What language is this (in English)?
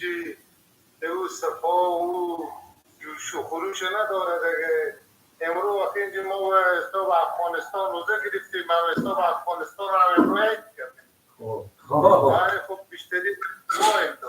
Persian